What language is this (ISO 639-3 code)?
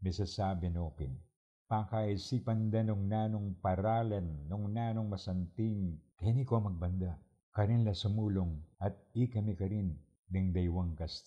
pam